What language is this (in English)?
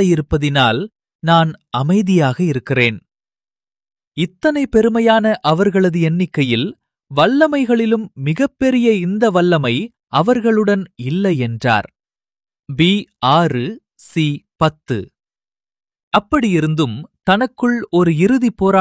Tamil